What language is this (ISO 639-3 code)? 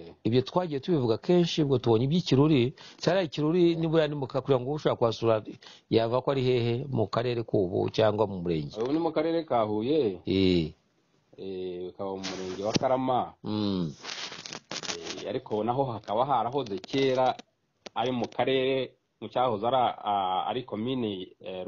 kin